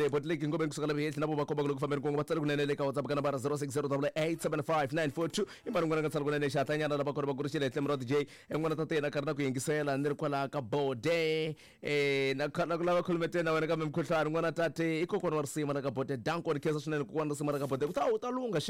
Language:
Tsonga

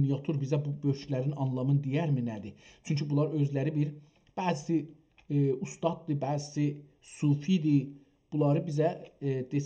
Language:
South Azerbaijani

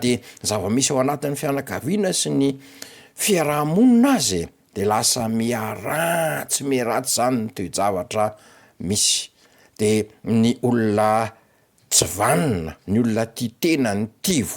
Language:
Malagasy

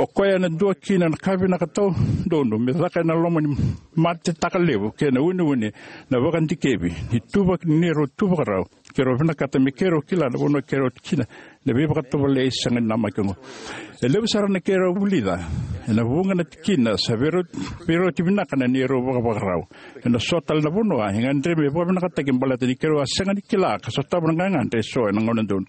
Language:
Fijian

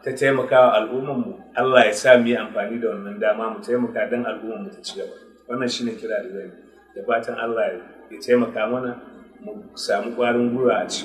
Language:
Hausa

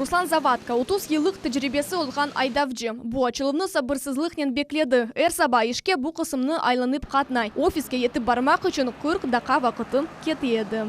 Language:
Crimean Tatar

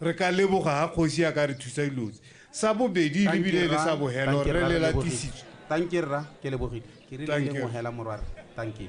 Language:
Tswana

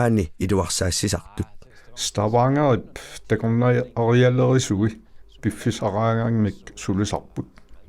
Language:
Kalaallisut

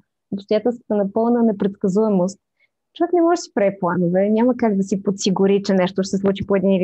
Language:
Bulgarian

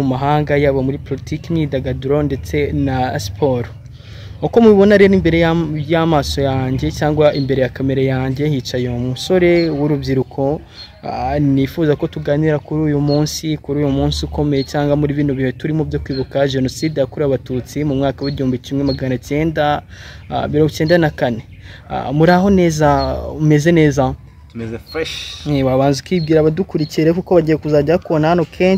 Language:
Kinyarwanda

